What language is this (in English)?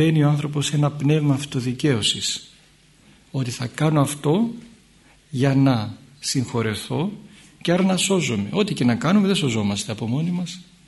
Greek